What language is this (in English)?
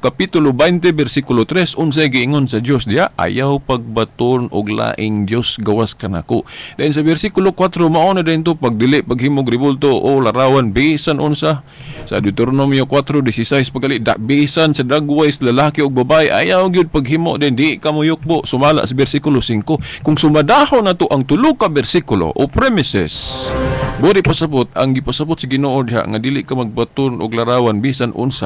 Cebuano